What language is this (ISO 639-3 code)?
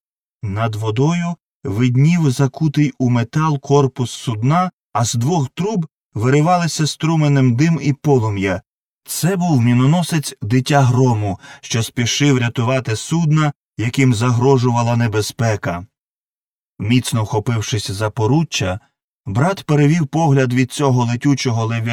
ukr